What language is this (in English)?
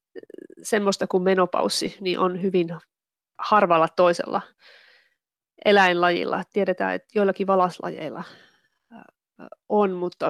Finnish